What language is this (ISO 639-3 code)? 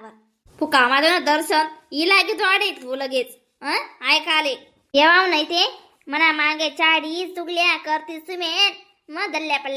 khn